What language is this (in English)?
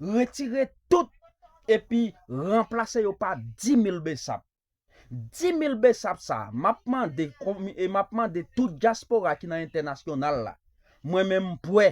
Haitian Creole